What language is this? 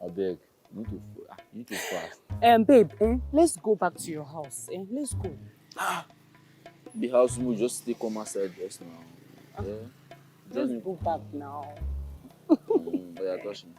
Nigerian Pidgin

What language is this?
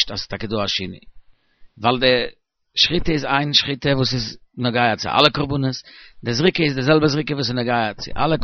Yiddish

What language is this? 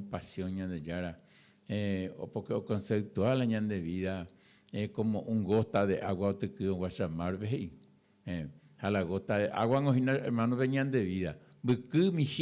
Guarani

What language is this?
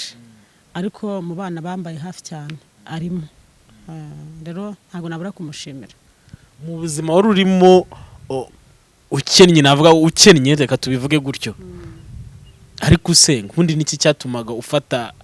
Kinyarwanda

